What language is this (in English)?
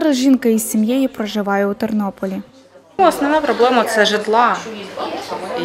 Ukrainian